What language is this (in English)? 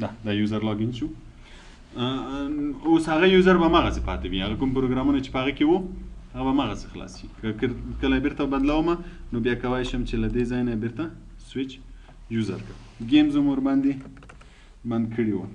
Pashto